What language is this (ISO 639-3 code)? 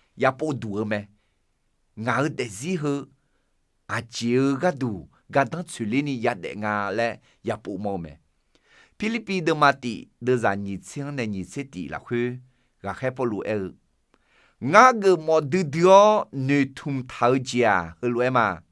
ahk